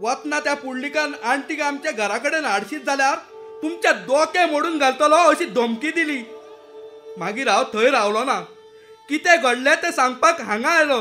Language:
Konkani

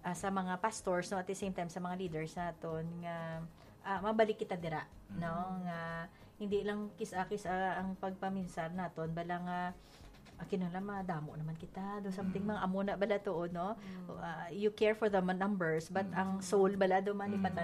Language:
Hiligaynon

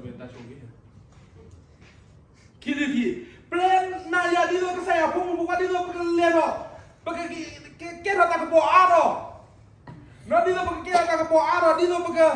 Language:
S'gaw Karen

